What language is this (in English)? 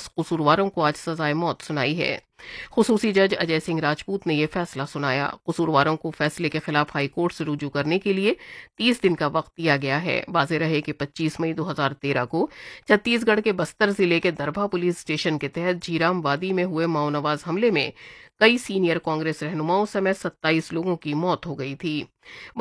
Urdu